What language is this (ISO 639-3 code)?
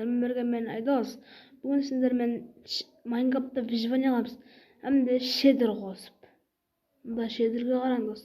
kaa